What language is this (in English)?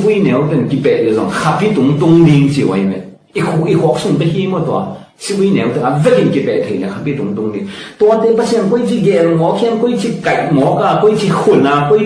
Tedim Chin